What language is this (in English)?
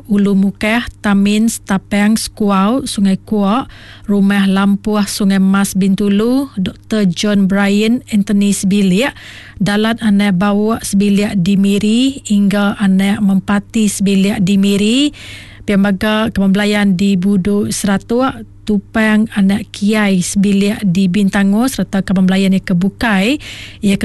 Iban